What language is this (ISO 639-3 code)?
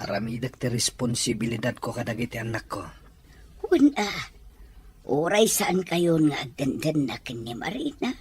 ilo